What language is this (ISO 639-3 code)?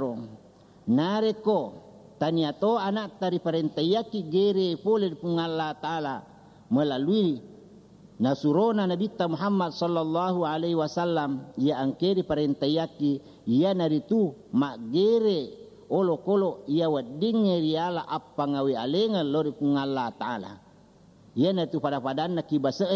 bug